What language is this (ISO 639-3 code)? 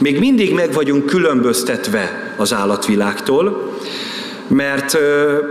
hun